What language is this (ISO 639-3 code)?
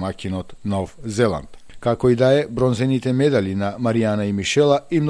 mkd